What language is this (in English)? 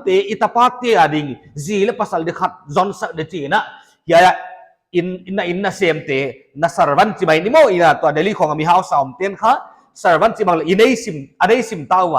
Paite Chin